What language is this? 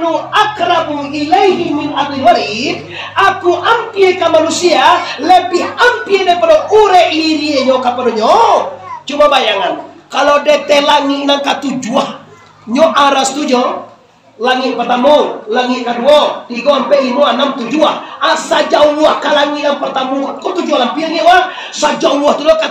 Minangkabau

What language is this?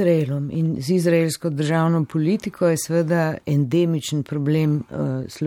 Slovenian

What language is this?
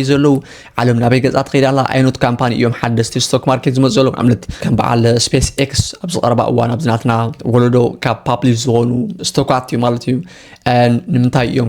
Tigrinya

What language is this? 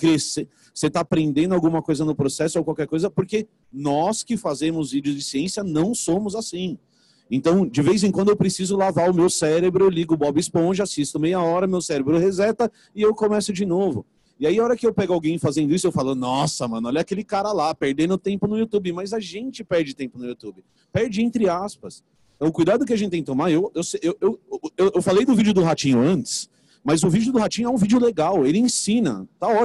Portuguese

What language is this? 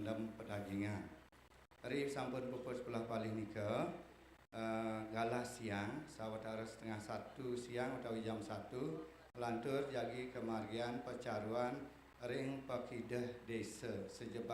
Balinese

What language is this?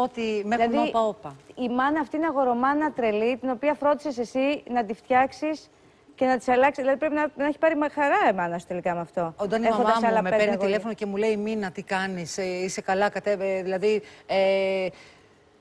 Greek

